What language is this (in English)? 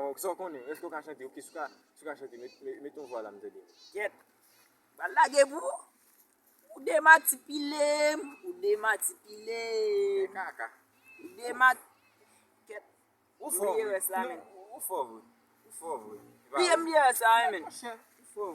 Haitian Creole